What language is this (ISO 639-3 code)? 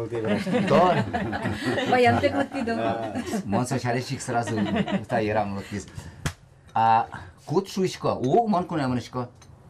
udm